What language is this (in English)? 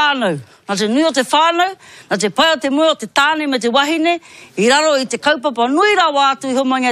Māori